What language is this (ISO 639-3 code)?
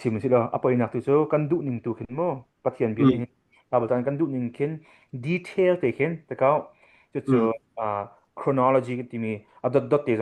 cnh